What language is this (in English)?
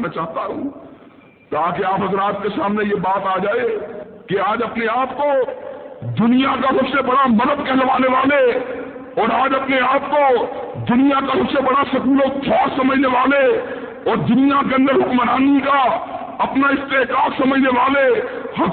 Urdu